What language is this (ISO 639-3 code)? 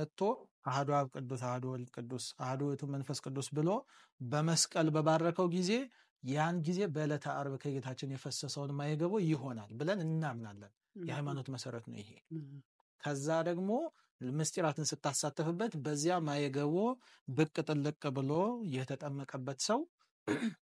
amh